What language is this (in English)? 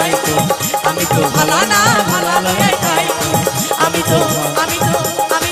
Bangla